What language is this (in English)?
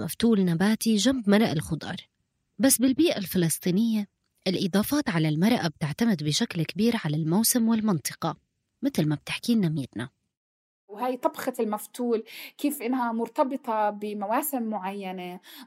North Levantine Arabic